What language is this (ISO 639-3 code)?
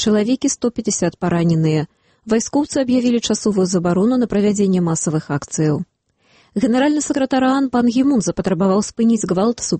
bel